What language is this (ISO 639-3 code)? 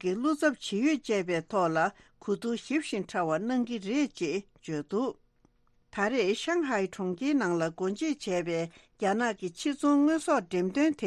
bod